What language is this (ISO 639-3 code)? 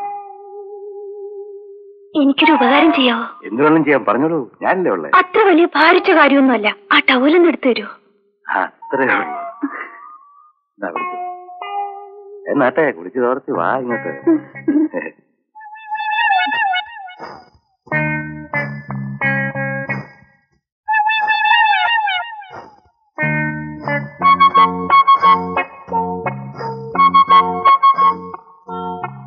mal